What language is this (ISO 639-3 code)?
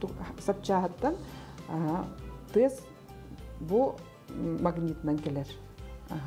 sah